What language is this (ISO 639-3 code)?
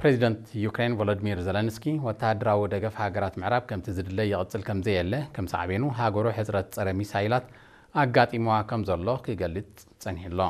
tir